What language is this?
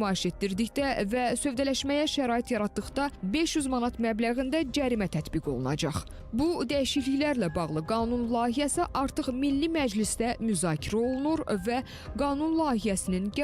Azerbaijani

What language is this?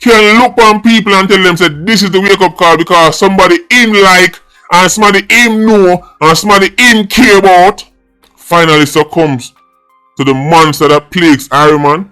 Jamaican Creole English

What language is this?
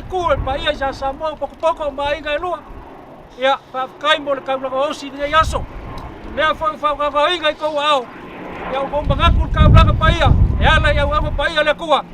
Samoan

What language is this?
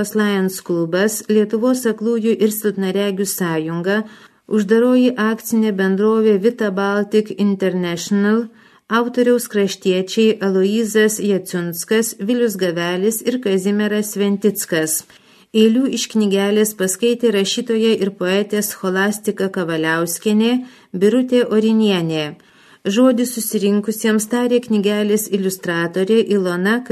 Lithuanian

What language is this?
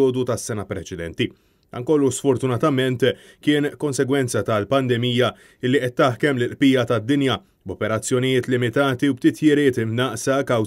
Maltese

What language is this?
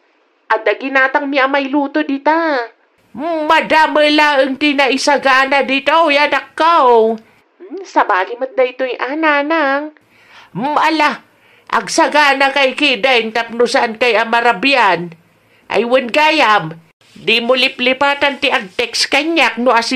Iloko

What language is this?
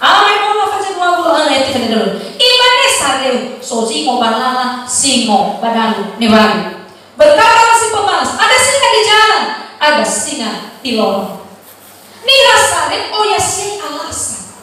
Nias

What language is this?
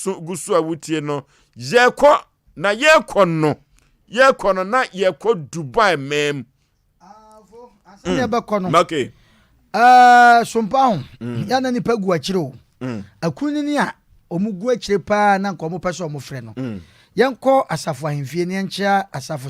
Akan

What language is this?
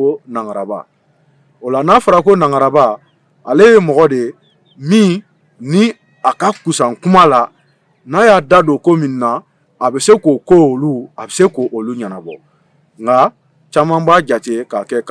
Bambara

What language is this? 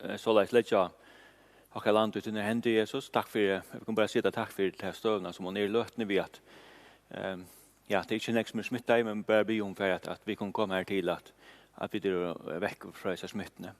Faroese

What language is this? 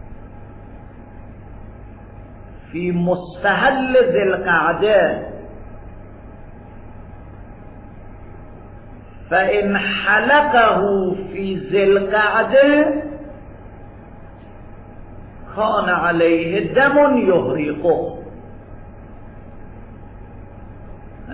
Persian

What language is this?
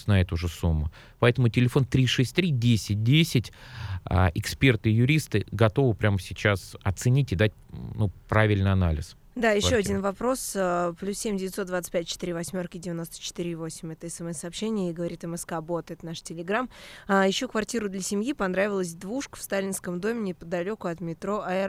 Russian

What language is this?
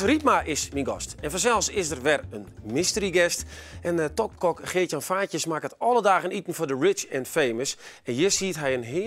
Western Frisian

